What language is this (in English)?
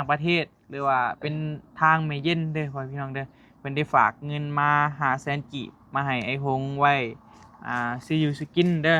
Northeastern Thai